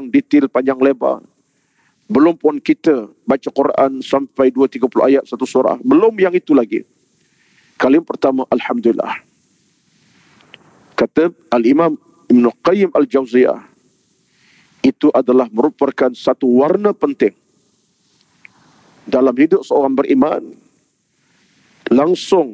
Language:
Malay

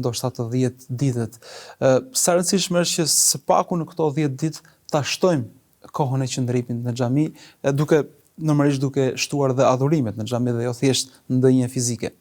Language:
Albanian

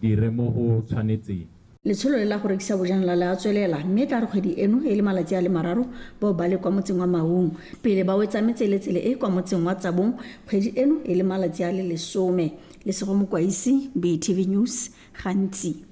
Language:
Tswana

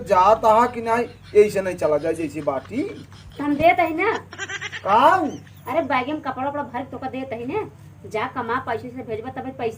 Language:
Awadhi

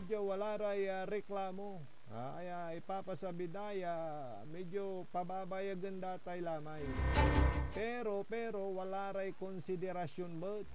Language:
Pangasinan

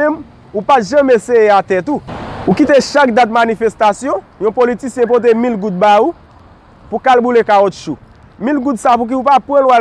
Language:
Haitian Creole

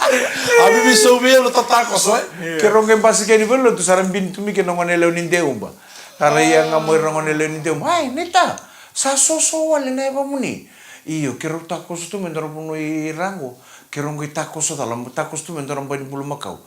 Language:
Fijian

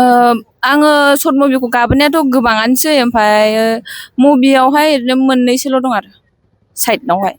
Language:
Bodo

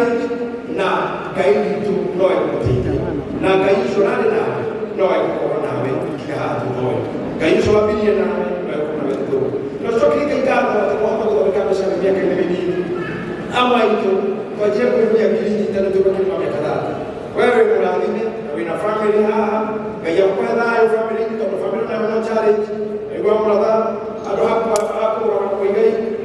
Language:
Kikuyu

